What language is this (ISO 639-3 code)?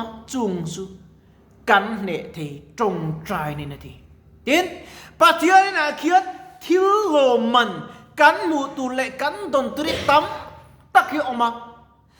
lus